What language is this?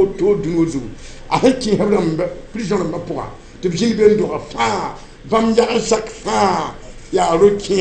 Mossi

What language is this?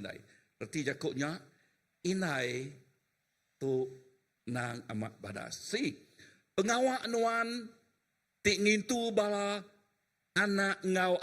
Iban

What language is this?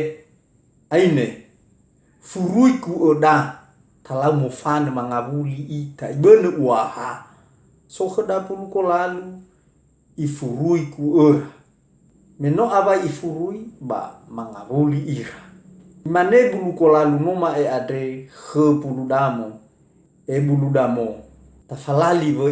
Nias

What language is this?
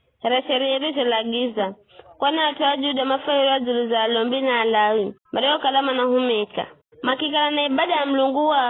Giryama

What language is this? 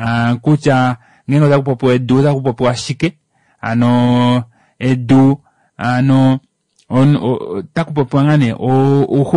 Kuanyama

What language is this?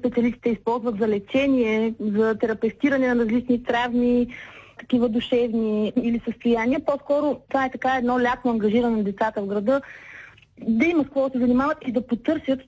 Bulgarian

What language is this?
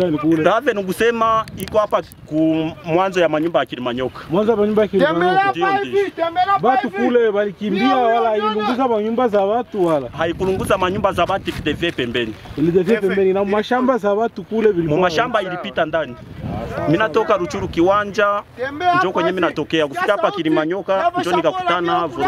Swahili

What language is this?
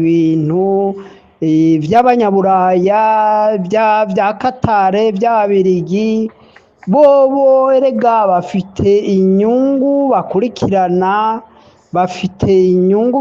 Rundi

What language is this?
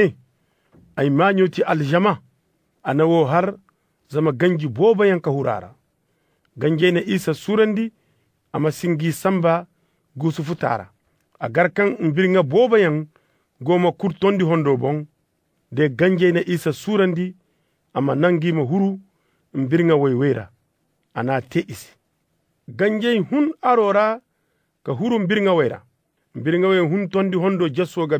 Zarma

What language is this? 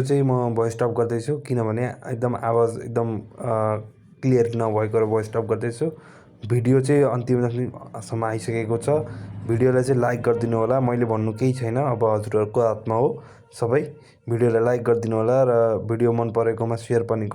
Nepali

